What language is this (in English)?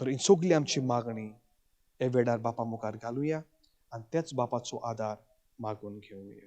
Konkani